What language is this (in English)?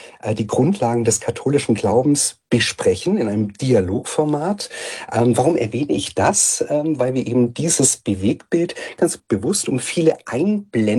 German